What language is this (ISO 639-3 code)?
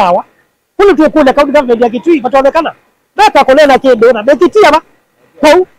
kam